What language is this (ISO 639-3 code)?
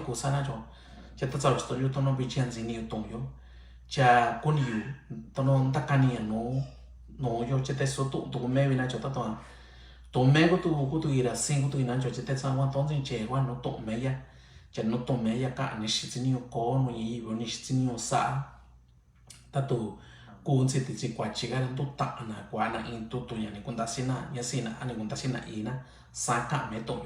mix